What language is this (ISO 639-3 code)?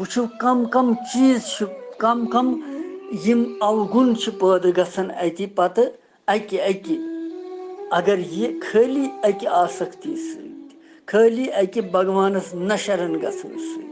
kas